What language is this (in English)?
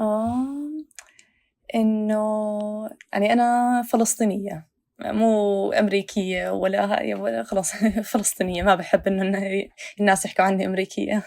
North Levantine Arabic